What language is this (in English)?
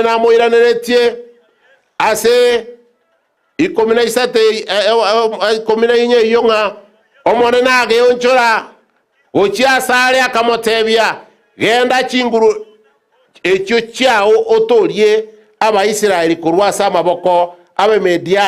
Gusii